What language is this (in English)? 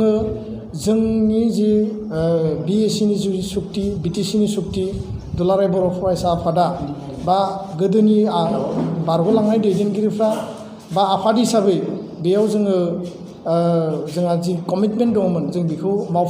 Bodo